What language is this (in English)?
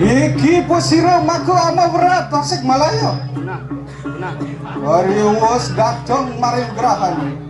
Balinese